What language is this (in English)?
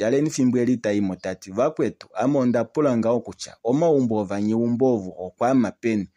Kuanyama